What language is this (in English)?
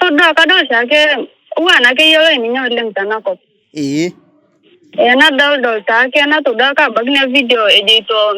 Masai